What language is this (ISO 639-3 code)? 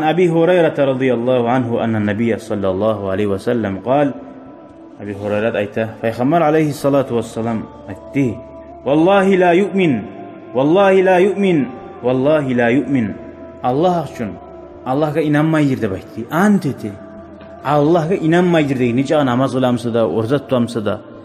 kum